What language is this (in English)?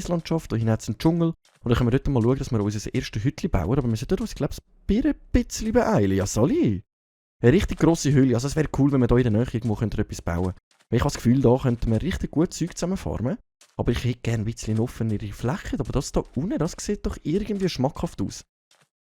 Swiss German